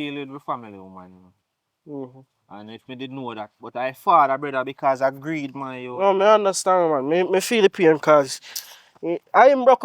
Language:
Jamaican Creole English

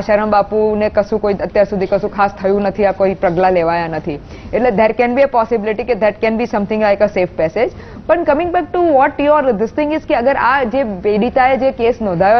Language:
Gujarati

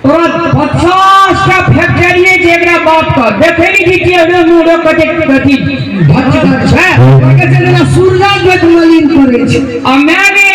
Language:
Maithili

